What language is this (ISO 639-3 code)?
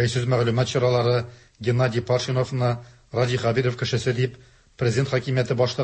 tat